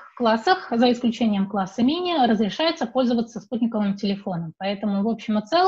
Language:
Russian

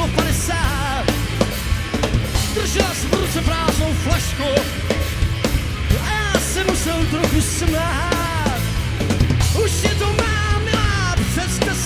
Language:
Czech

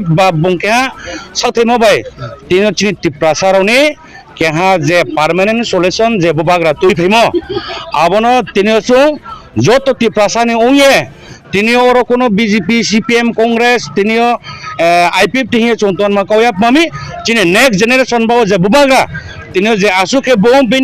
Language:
Riang (India)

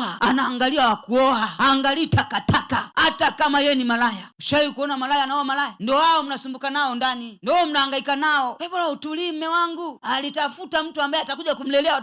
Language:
Swahili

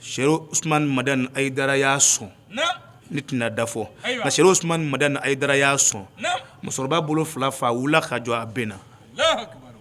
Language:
Bambara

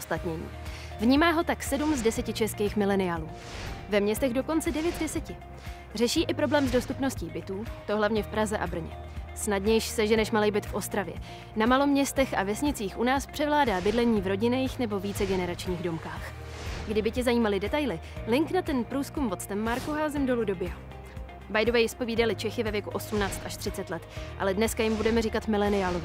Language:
Czech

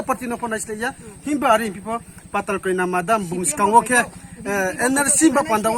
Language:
Riang (India)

